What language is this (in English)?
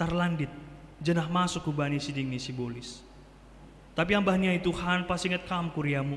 Batak Simalungun